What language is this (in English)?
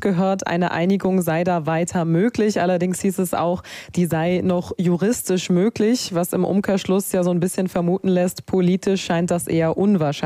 German